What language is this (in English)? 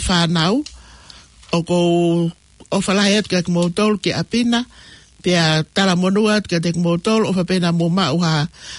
Tongan